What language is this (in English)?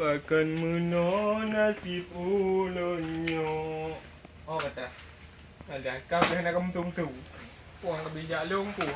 Achinese